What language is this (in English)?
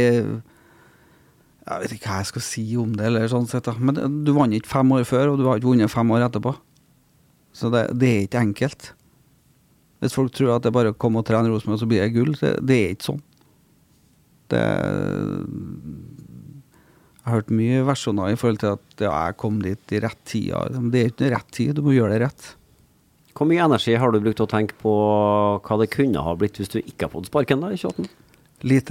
Norwegian